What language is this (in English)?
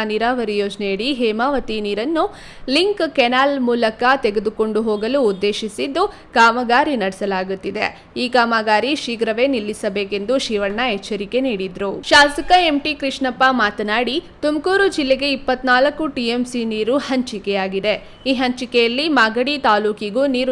Kannada